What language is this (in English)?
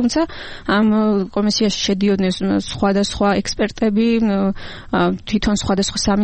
Georgian